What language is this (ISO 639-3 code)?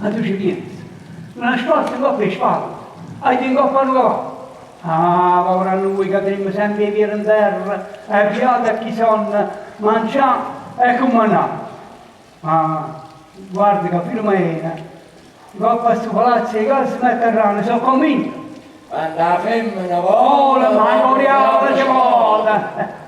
nap